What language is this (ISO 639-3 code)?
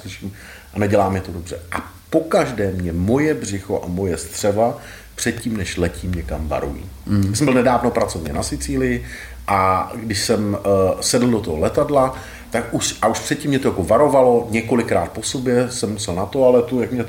ces